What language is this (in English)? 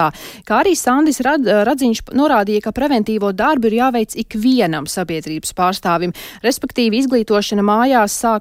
Latvian